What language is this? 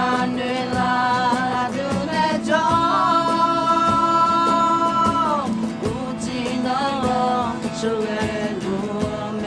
Akha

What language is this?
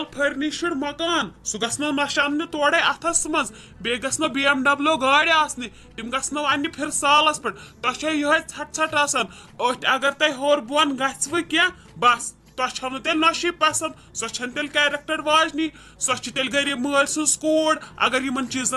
Kashmiri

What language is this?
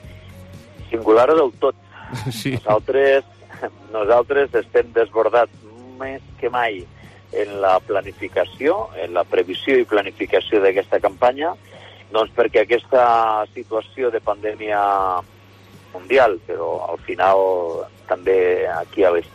Catalan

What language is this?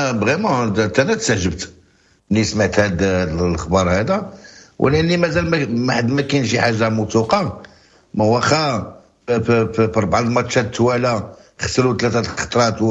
Moroccan Arabic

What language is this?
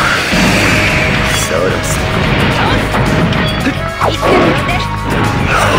Japanese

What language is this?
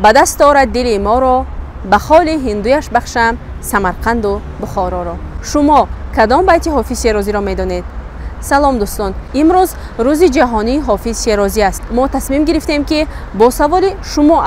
Tajik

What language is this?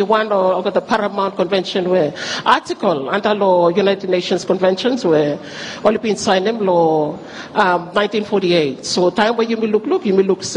Bislama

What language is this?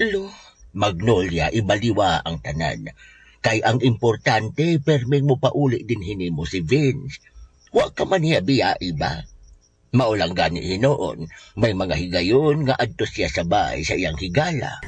Cebuano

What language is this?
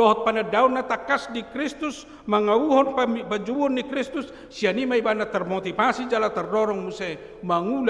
Batak Toba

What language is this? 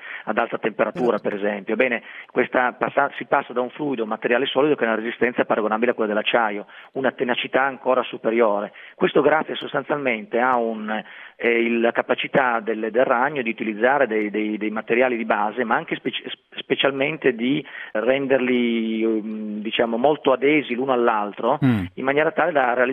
Italian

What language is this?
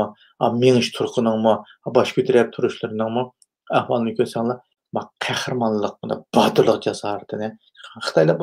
Uyghur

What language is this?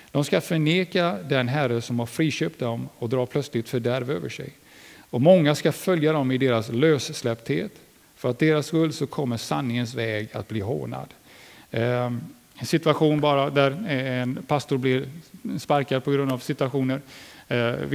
Swedish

